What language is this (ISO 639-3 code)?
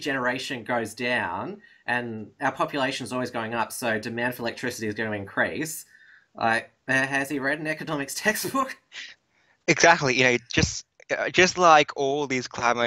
eng